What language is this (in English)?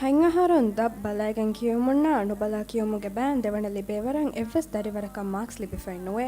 Divehi